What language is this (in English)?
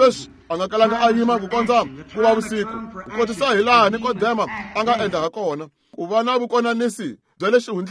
Tsonga